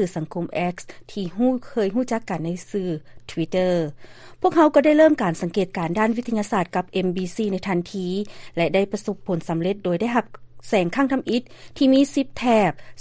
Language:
Lao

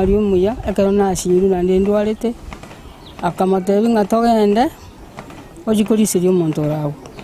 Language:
Gusii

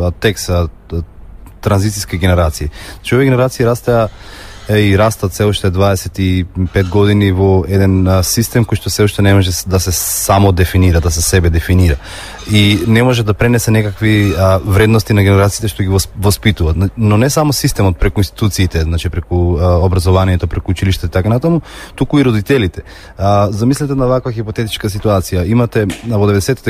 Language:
Macedonian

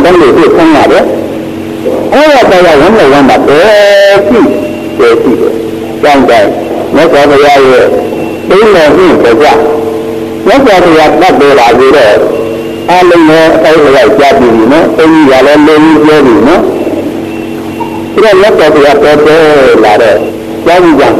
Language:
Burmese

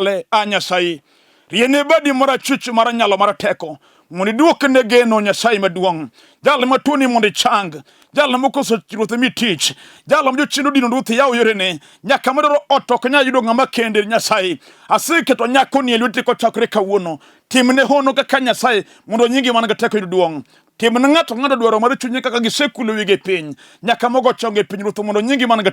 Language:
Luo (Kenya and Tanzania)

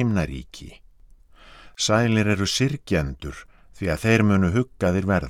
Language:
Icelandic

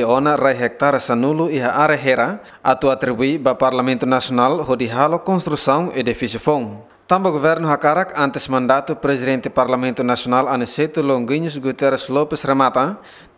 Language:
Tetum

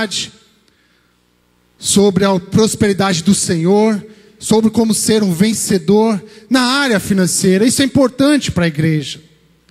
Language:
Portuguese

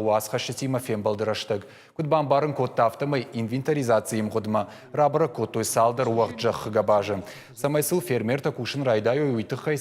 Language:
Ossetic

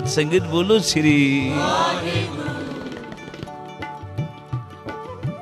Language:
Hindi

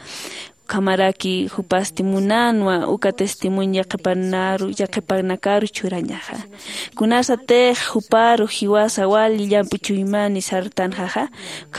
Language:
Aymara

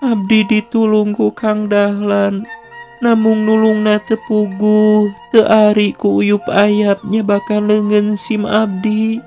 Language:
Sundanese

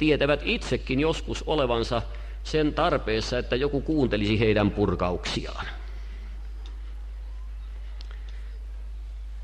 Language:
Finnish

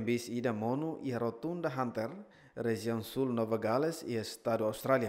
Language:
Tetum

